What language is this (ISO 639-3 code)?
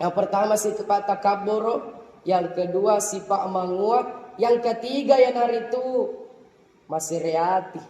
bug